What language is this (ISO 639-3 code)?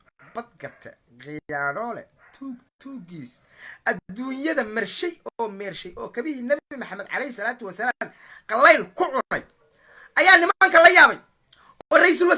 som